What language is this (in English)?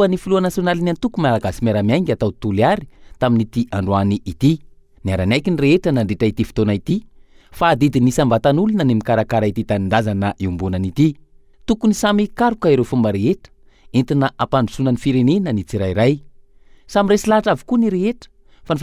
Malagasy